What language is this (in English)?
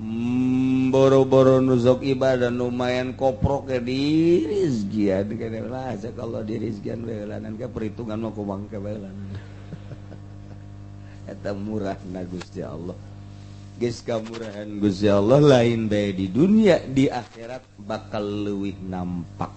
Sundanese